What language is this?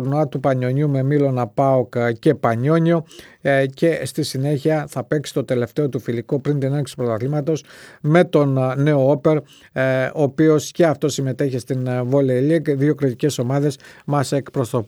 Greek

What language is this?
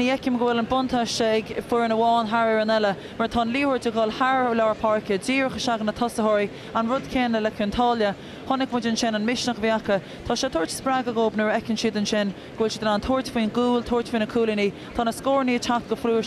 Irish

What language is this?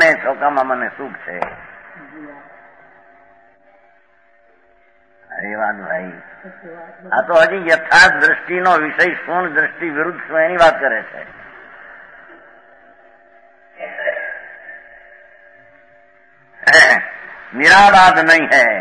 Gujarati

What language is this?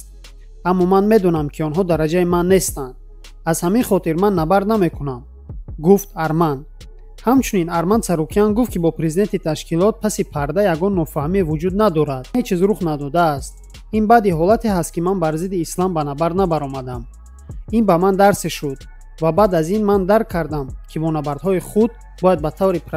Tajik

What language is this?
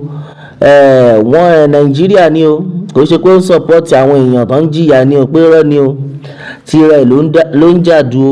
Yoruba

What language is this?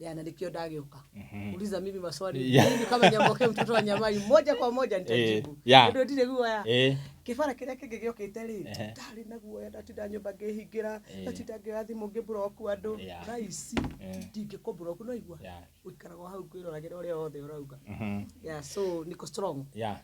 Kikuyu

